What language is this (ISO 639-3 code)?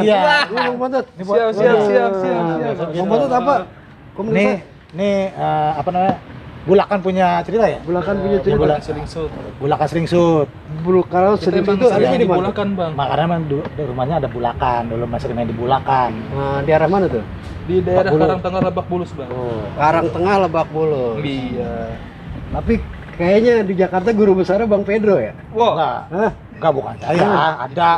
bew